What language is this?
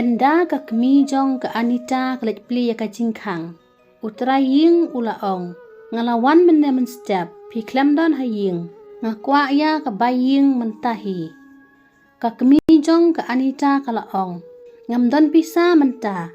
Khasi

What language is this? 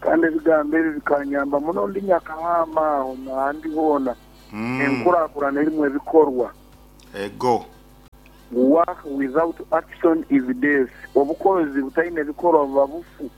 Nyankole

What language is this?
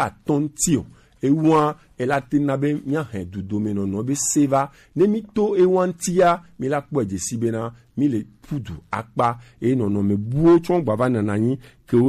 Gen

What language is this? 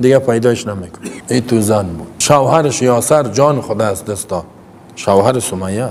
Persian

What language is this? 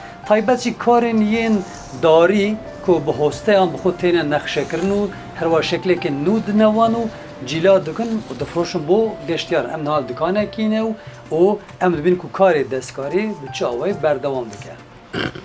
Kurdish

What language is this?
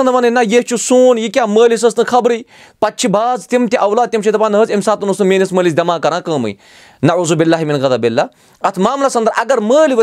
Kashmiri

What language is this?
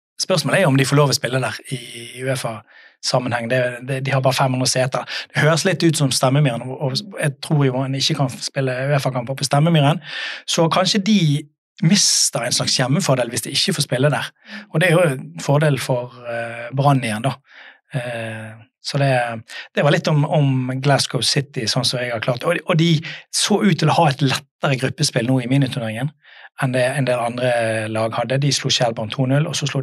Norwegian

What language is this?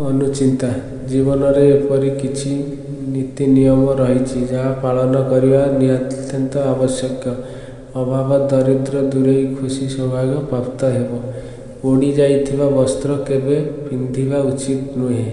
Odia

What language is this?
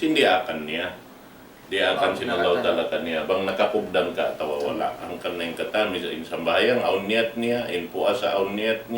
Tausug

